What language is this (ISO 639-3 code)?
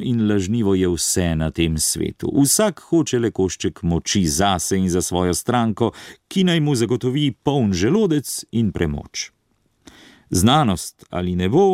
slv